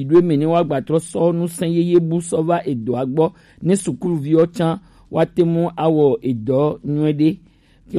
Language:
Gen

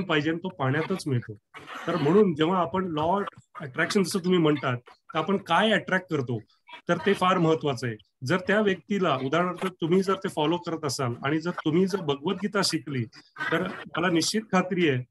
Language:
Marathi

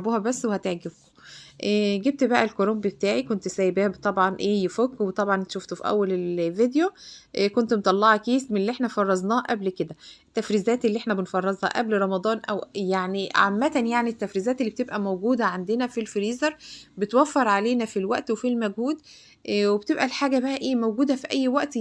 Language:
Egyptian Arabic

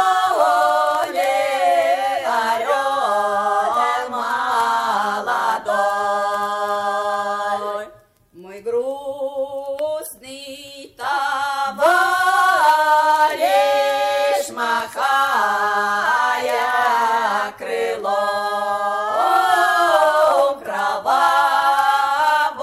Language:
Russian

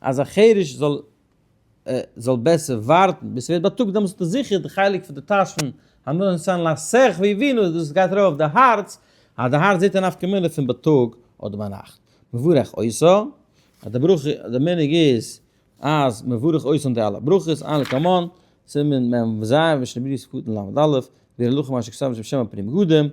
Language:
Yiddish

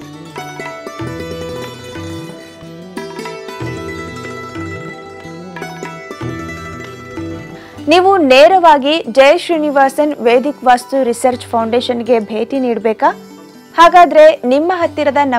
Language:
Kannada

